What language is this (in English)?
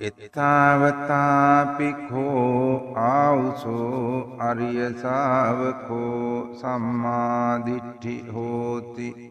Sinhala